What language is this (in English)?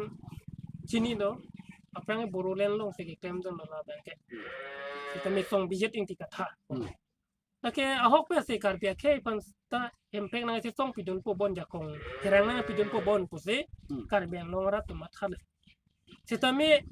Karbi